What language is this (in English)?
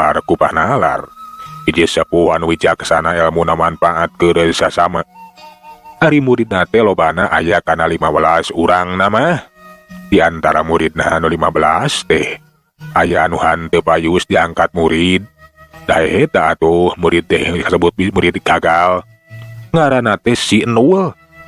Sundanese